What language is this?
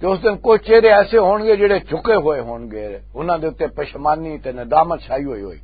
Western Panjabi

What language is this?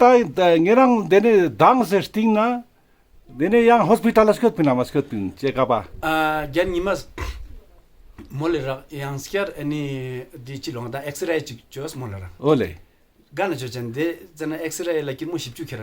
Ladakhi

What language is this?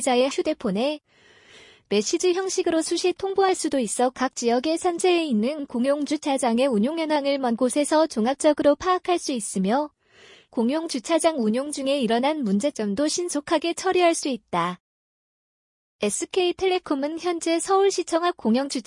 Korean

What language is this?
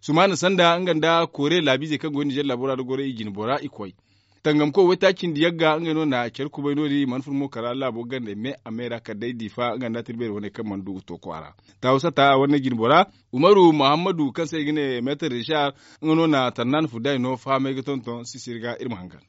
Zarma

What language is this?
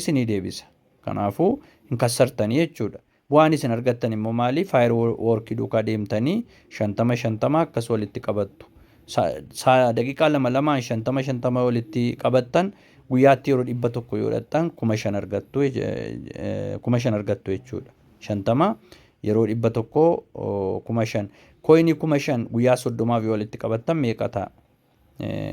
Oromo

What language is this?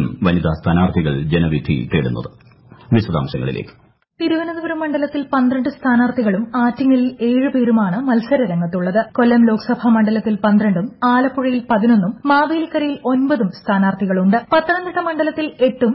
Malayalam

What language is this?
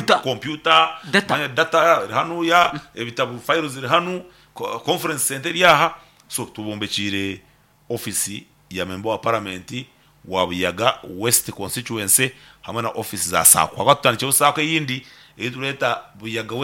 Nyankole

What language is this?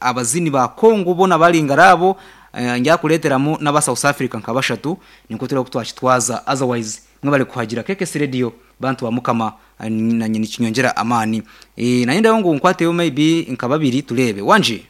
Nyankole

